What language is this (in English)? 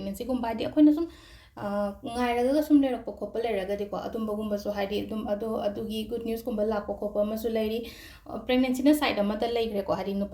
Manipuri